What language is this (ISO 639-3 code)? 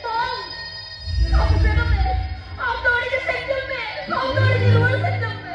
sat